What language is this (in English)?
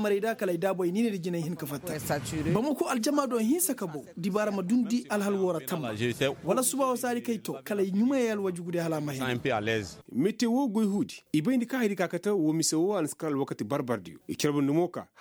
Koyraboro Senni